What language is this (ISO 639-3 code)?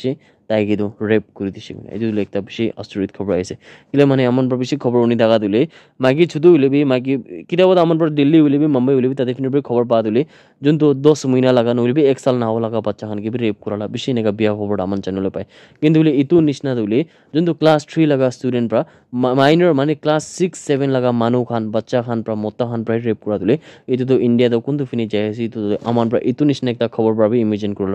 nag